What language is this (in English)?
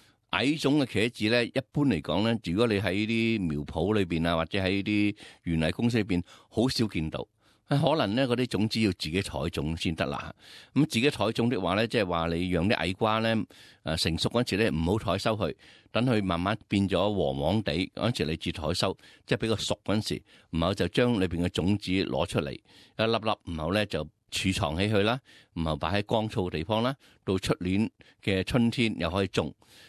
Cantonese